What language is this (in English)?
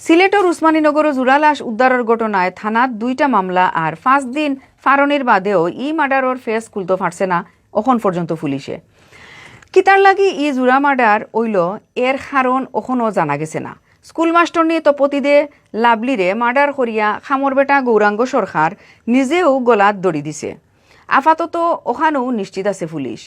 Sylheti